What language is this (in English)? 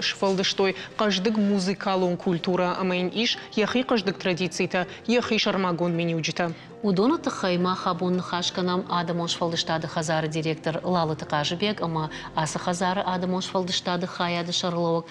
Ossetic